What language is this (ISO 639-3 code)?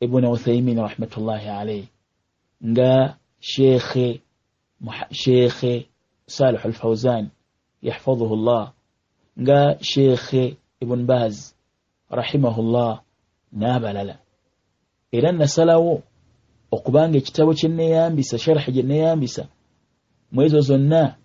lug